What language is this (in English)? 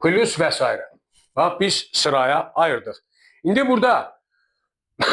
Azerbaijani